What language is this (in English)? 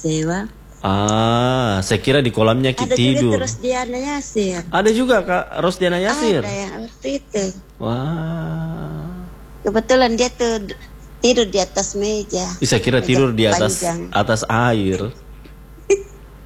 Indonesian